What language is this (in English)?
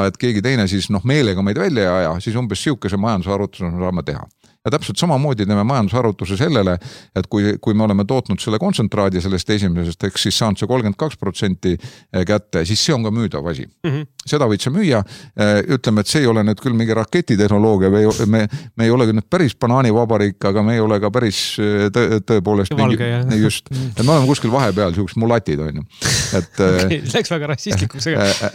Estonian